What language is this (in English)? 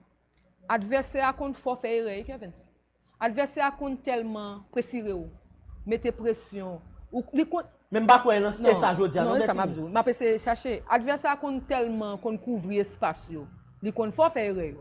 Haitian Creole